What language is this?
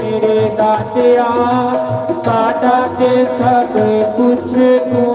Dogri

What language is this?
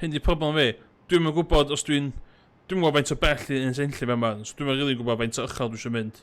Welsh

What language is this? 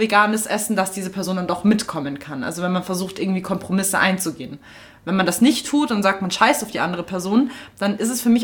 German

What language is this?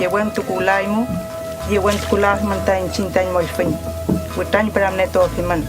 Mapuche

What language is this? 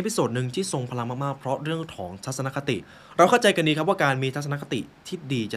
Thai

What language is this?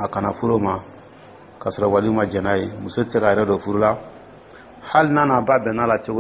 Dyula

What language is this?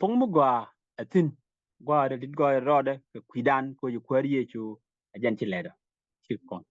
Nuer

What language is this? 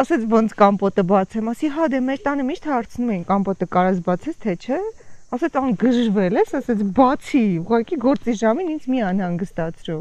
Armenian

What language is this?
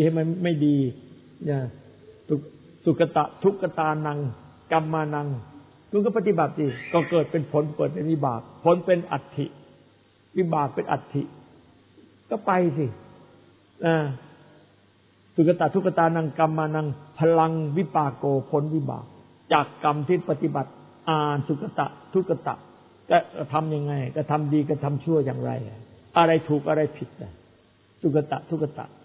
Thai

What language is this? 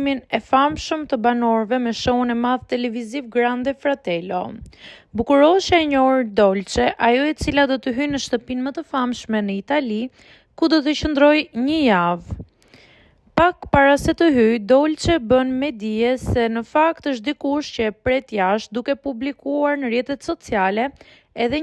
Albanian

